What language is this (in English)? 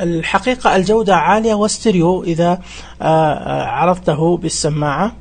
Najdi Arabic